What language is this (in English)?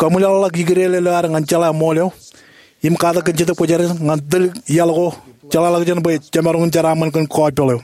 Marshallese